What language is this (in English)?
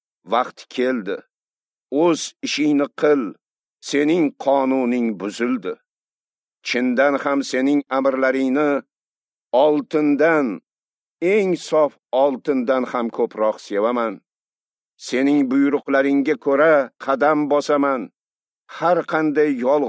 Uzbek